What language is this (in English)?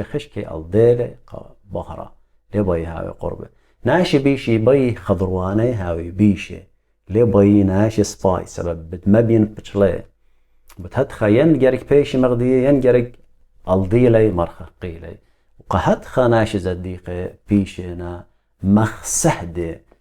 Assyrian Neo-Aramaic